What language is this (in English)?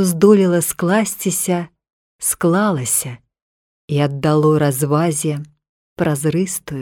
Belarusian